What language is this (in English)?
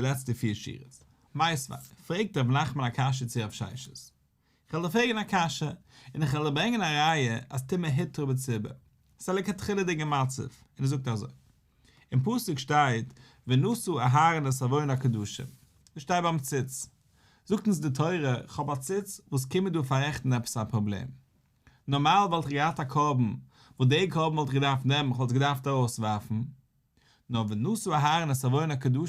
Yiddish